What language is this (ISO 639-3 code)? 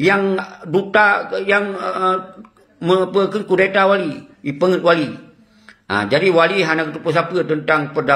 ace